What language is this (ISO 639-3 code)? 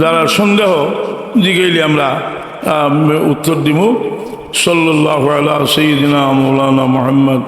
syl